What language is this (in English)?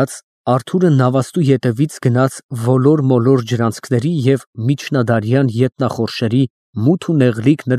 Armenian